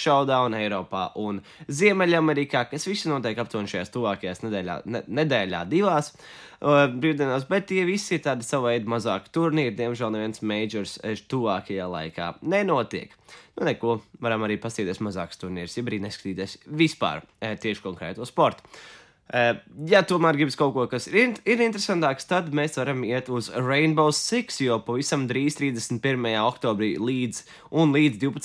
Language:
Latvian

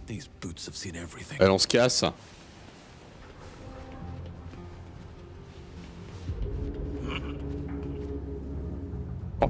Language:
French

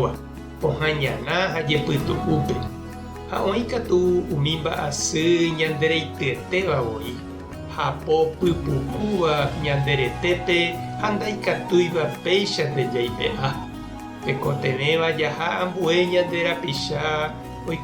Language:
Guarani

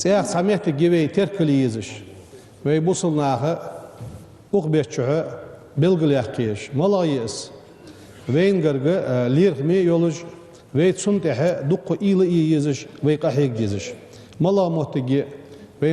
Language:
Ingush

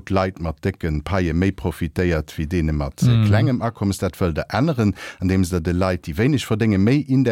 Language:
Luxembourgish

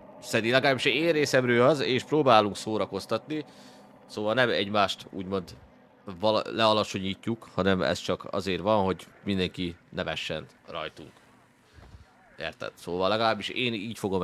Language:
Hungarian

